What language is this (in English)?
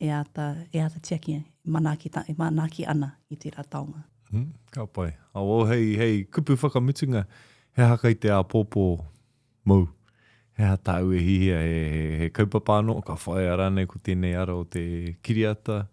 Māori